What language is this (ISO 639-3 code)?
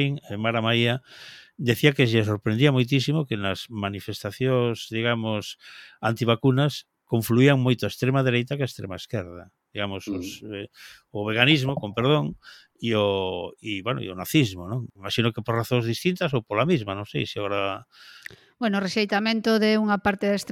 glg